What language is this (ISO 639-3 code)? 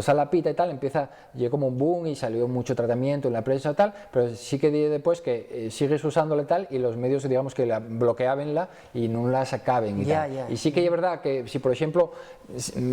ast